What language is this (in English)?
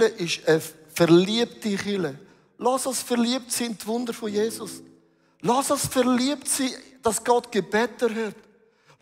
Swiss German